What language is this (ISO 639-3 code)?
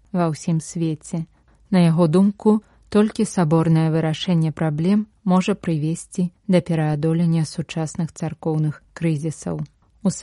bel